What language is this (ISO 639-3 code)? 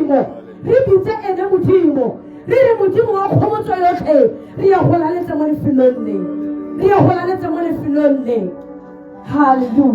tsn